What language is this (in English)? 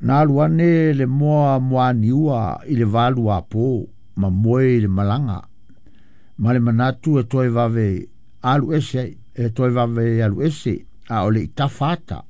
Samoan